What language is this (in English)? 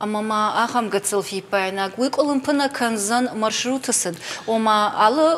Ossetic